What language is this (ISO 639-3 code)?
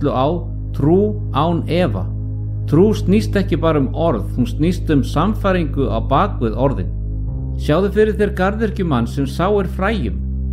isl